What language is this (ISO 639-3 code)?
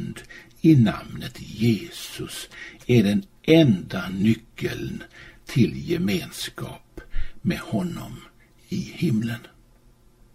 swe